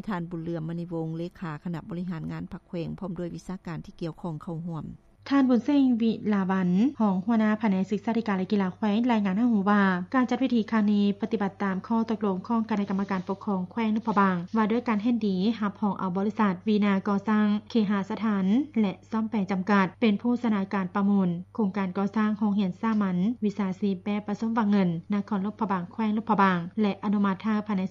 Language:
Lao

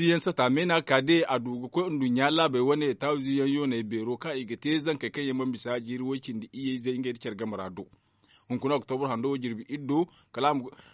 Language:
Zarma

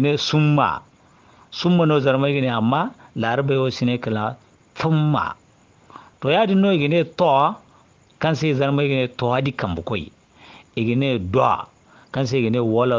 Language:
Zarma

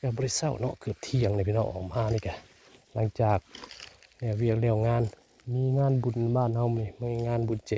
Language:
Northeastern Thai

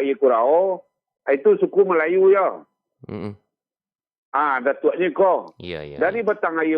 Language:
Minangkabau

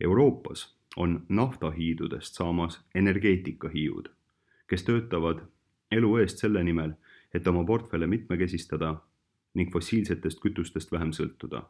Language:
Estonian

